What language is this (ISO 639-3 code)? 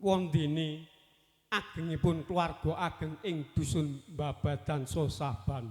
jav